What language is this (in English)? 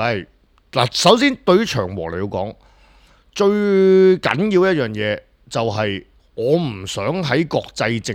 Cantonese